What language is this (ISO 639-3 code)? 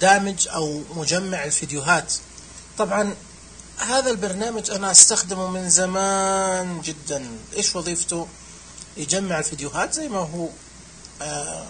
ars